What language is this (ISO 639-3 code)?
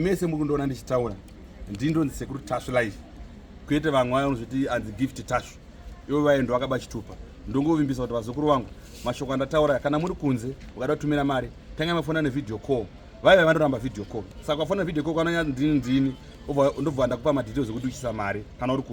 sna